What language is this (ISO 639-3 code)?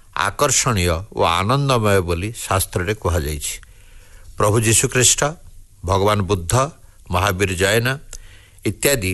ori